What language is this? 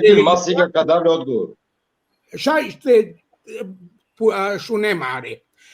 Balkan Romani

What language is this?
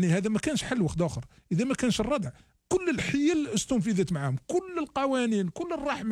Algerian Arabic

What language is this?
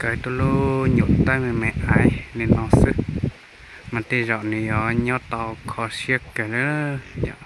Hmong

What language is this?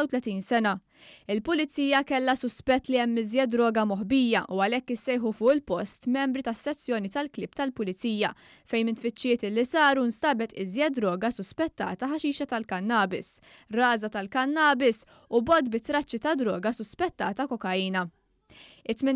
Maltese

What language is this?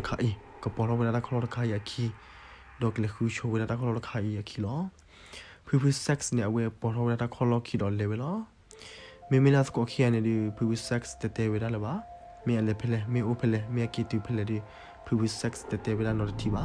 S'gaw Karen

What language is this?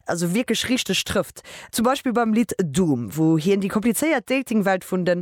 Luxembourgish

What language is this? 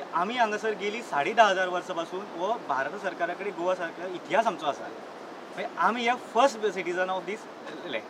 Konkani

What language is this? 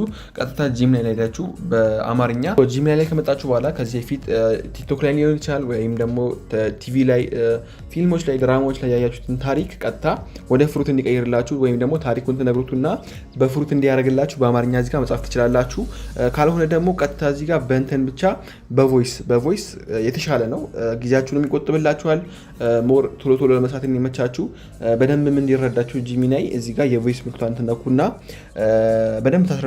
Amharic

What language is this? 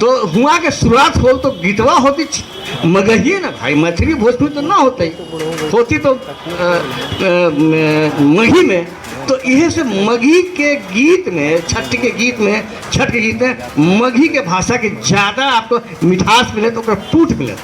Magahi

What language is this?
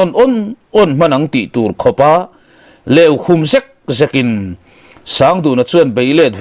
Mizo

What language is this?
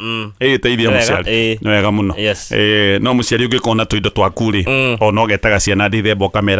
Kikuyu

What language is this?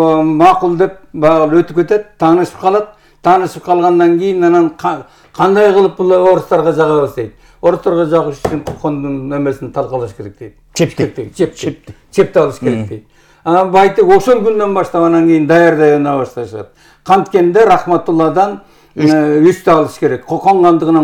Kyrgyz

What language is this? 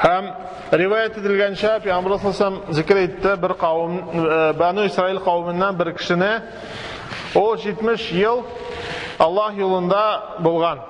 Tatar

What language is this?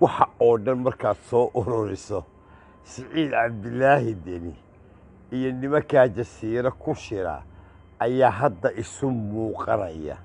Somali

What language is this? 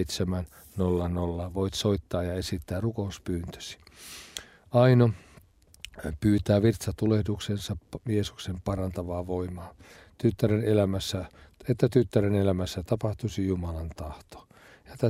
Finnish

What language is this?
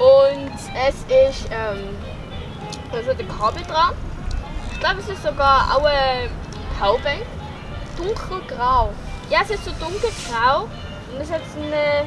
Swiss German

